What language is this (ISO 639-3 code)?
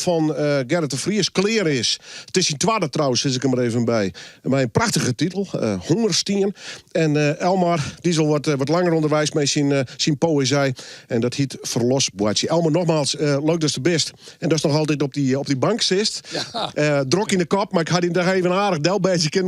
fry